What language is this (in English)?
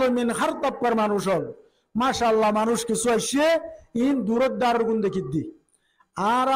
Rohingya